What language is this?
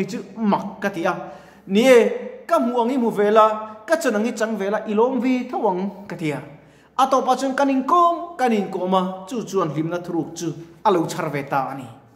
Mizo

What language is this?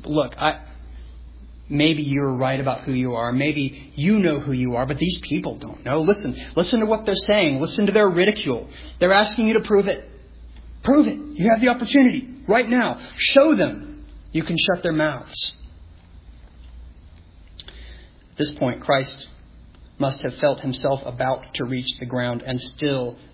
English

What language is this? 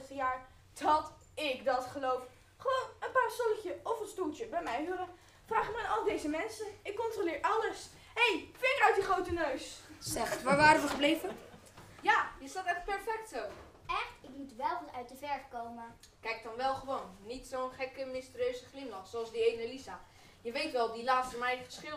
Dutch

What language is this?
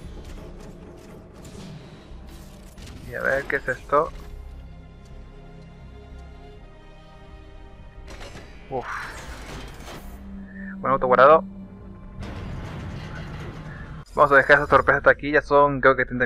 Spanish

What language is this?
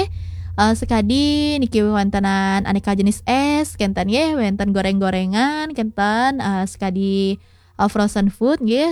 Balinese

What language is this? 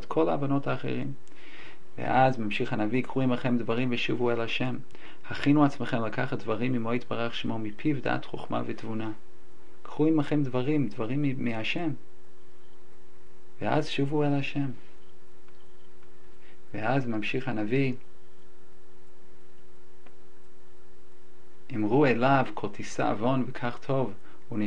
Hebrew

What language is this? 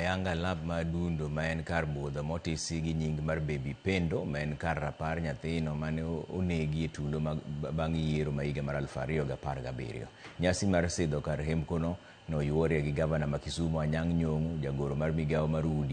Luo (Kenya and Tanzania)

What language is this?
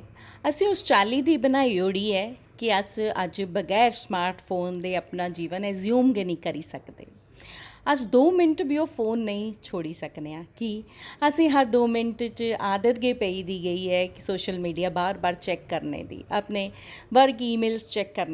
Dogri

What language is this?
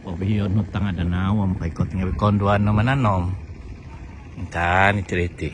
Central Dusun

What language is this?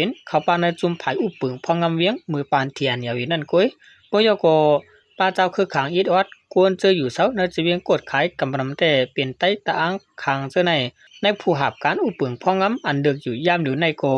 Shan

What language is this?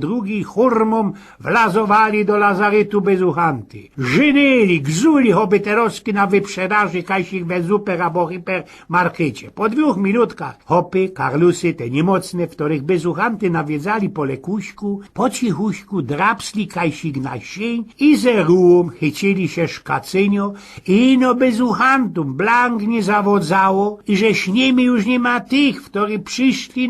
Silesian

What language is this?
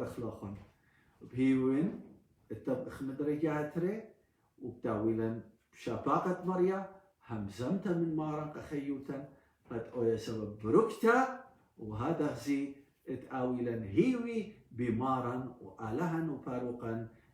Assyrian Neo-Aramaic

